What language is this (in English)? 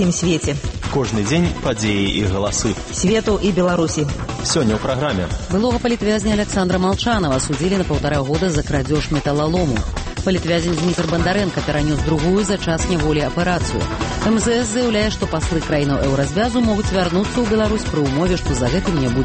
Belarusian